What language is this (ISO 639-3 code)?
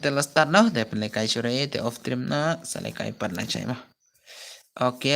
kha